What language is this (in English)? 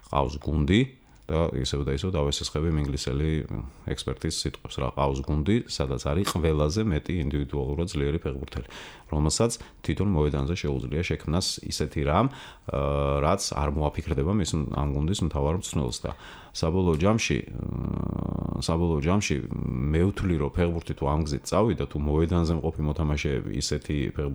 Georgian